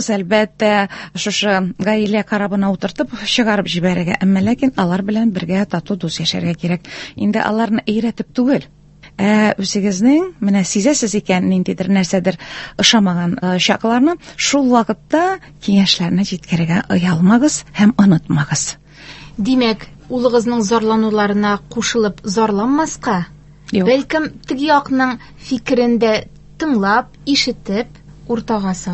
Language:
Tatar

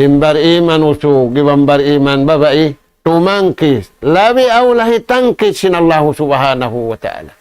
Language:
Tausug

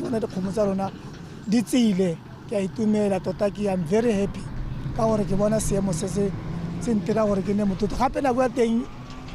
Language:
Tswana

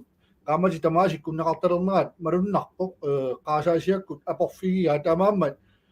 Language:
Kalaallisut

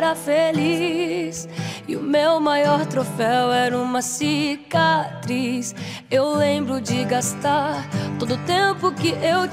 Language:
Portuguese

